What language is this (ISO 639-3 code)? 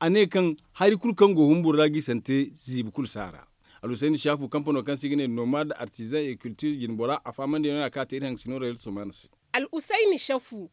dje